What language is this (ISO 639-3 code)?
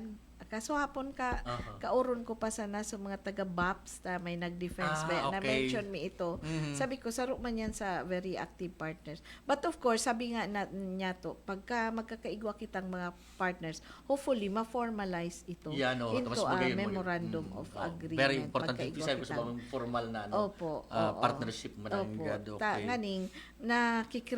bik